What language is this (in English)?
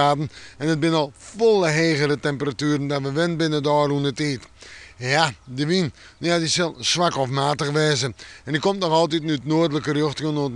Western Frisian